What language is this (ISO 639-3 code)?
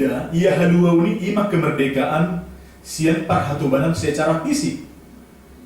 bbc